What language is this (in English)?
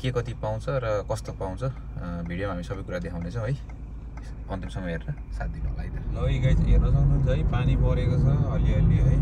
Nepali